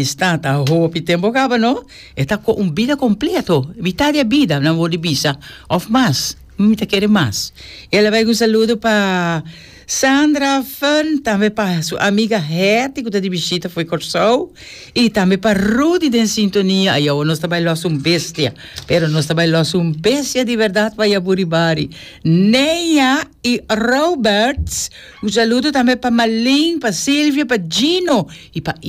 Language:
Papiamento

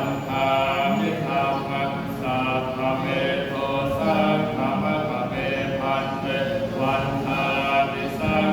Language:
Pali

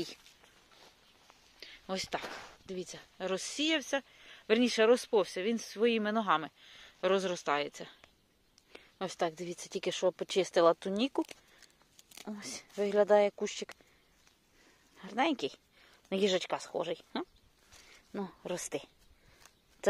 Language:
Ukrainian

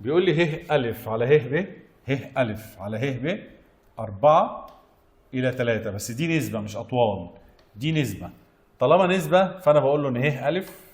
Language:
Egyptian Arabic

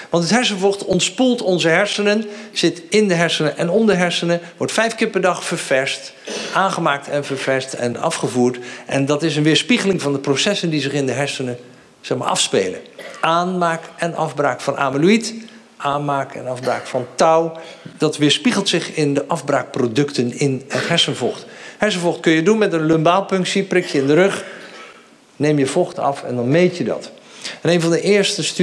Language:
Dutch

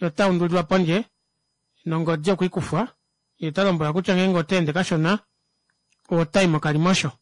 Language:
Kuanyama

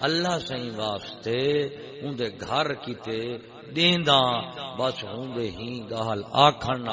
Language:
Saraiki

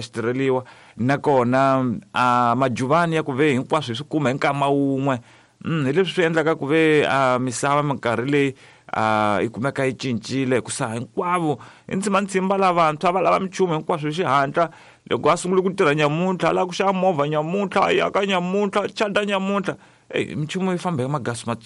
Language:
Tsonga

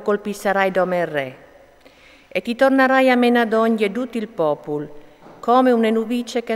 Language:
Friulian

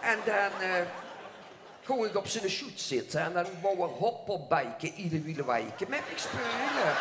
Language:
Limburgish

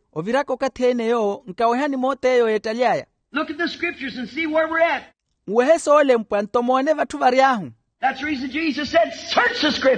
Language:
Makhuwa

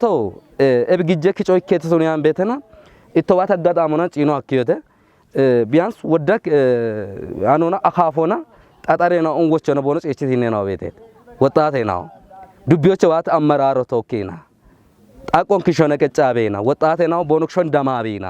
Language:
Kafa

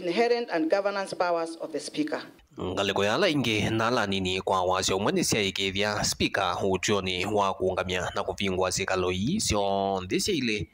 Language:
Kamba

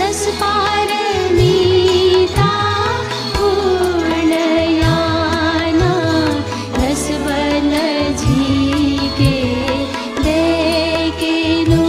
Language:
Newari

